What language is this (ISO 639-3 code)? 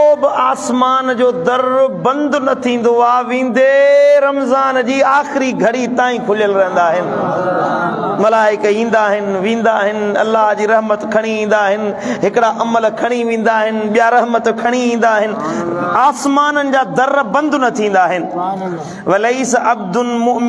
snd